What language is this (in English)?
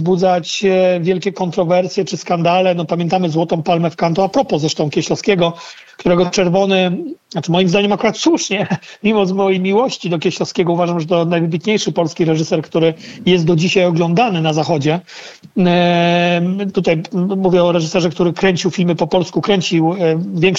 Polish